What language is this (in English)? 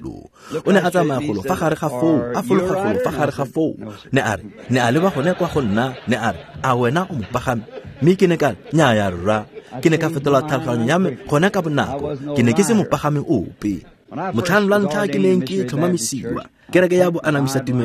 Tswana